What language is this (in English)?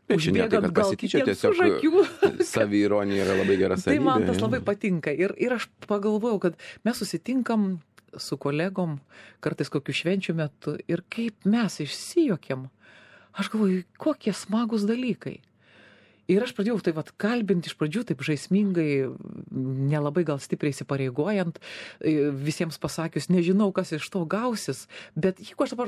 Lithuanian